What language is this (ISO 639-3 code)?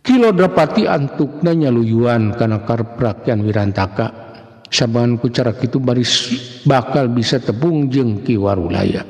sun